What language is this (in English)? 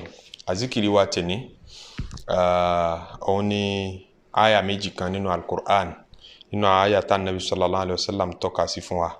Yoruba